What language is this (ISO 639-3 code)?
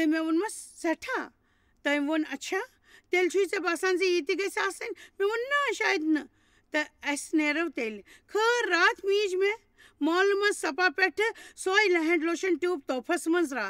kas